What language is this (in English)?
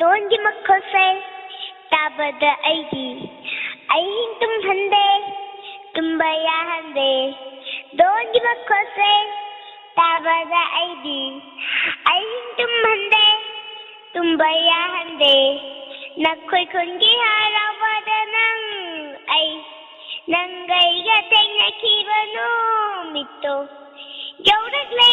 Manipuri